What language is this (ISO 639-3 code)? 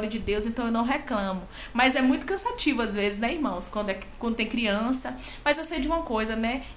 por